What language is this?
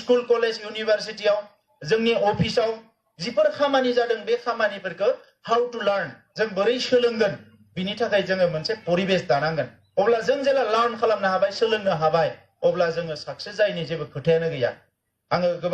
Bodo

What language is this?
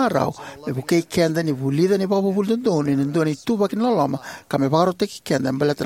Fijian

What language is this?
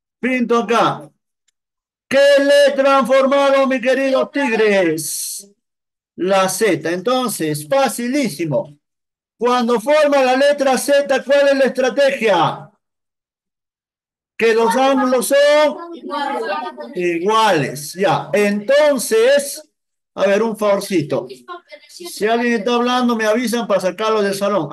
Spanish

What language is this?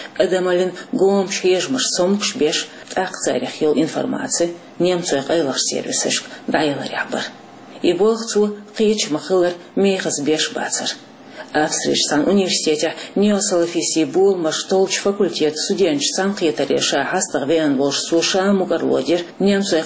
Chechen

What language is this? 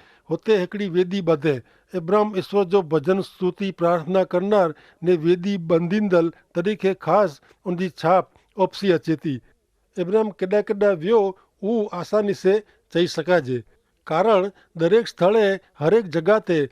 Kachhi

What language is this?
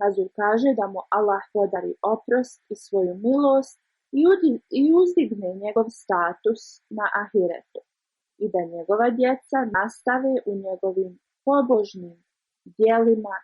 Bosnian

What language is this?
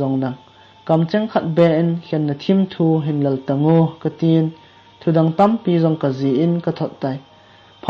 Thado Chin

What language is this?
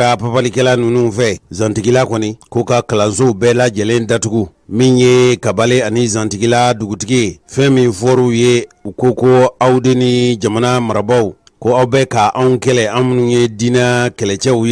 Bambara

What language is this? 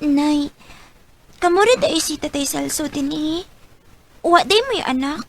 Cebuano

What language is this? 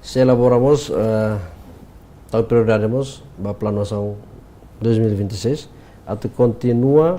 Tetum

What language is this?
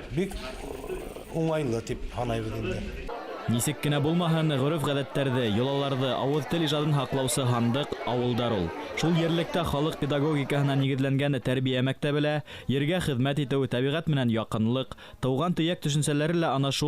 Bashkir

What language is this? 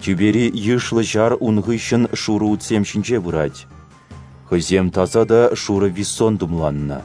Chuvash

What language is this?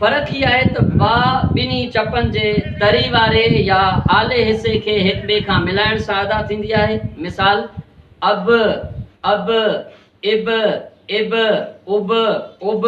Sindhi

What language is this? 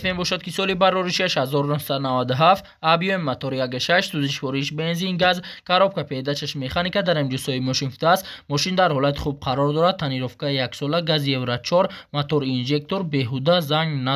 Tajik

